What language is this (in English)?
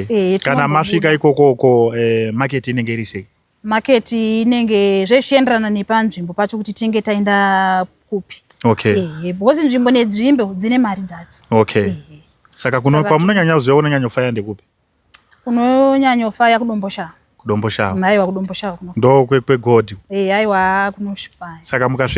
Shona